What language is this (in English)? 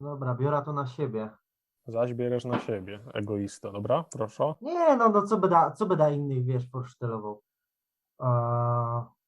Silesian